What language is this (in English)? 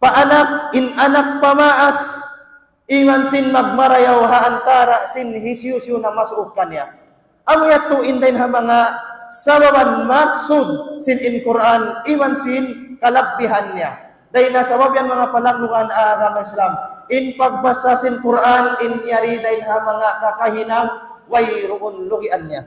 Tausug